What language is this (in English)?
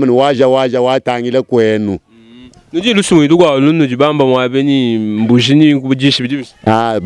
Luba-Lulua